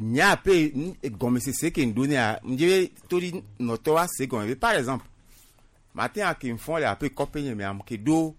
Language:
Gen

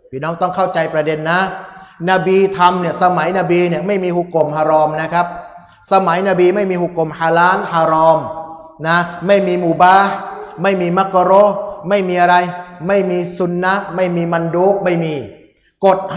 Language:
Thai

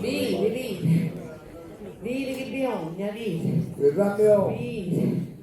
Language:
Sicilian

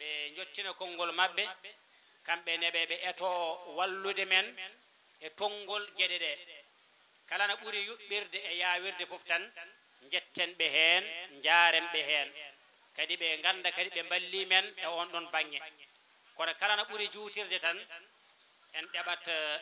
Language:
Fula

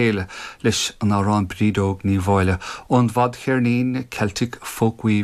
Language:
Irish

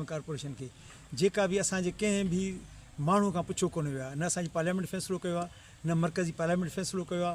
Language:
Sindhi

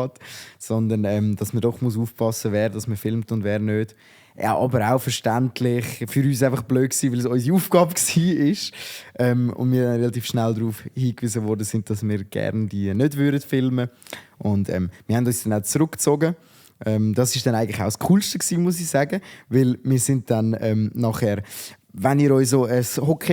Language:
Swiss German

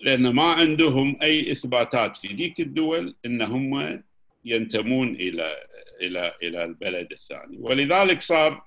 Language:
Gulf Arabic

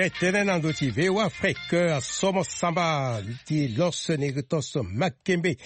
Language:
Sango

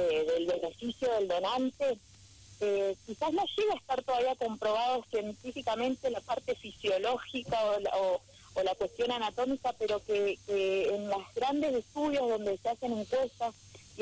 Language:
Spanish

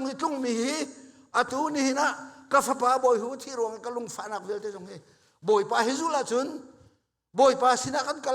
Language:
Hakha Chin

